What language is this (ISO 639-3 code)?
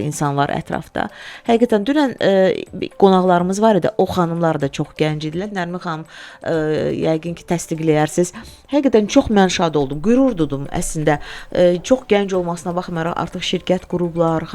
aze